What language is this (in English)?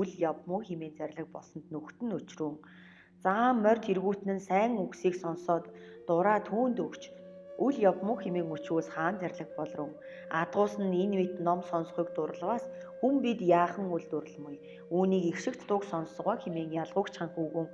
Mongolian